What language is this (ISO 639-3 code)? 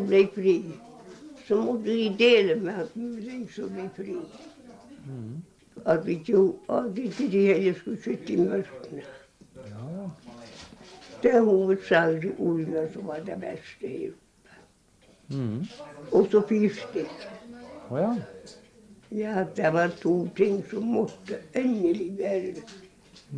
nor